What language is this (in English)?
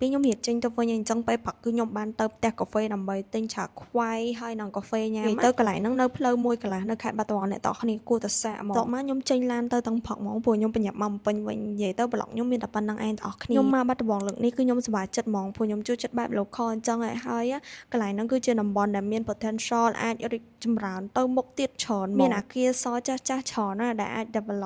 Khmer